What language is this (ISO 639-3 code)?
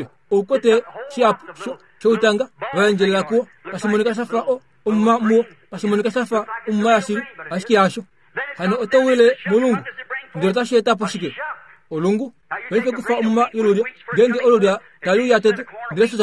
kua